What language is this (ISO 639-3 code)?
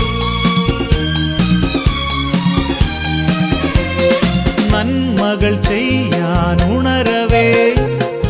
mal